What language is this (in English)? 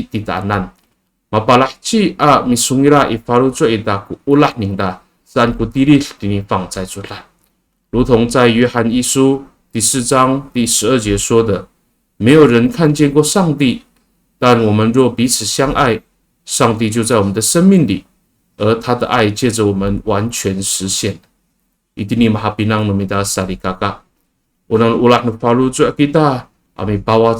Amis